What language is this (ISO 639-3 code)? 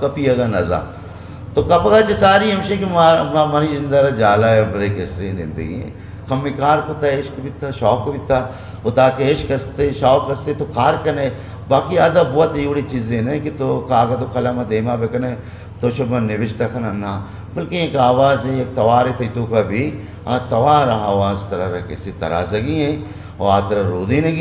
bgp